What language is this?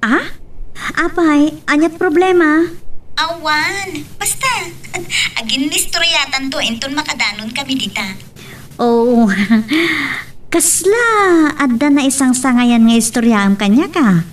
Iloko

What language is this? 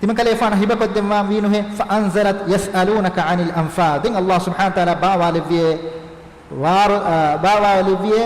Divehi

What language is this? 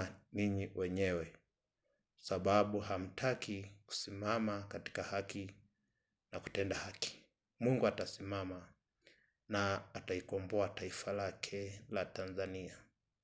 Swahili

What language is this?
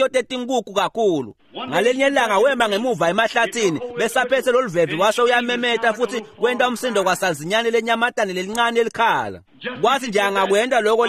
Swati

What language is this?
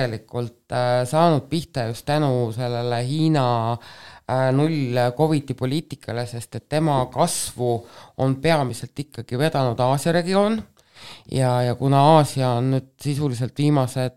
Estonian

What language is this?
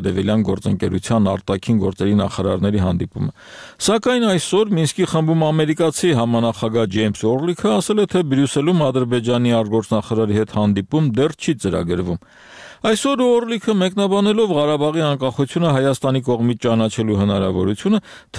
Armenian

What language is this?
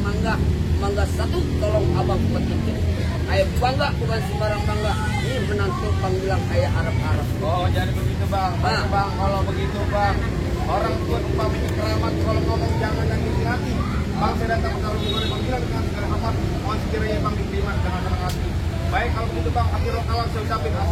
Betawi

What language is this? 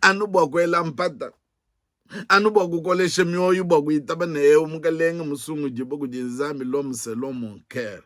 Luba-Lulua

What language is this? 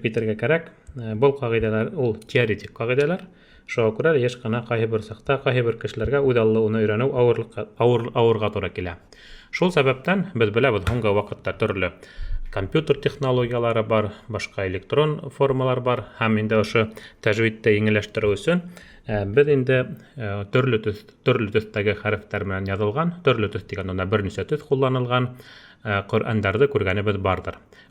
Bashkir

